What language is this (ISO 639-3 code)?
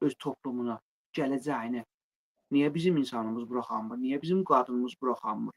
aze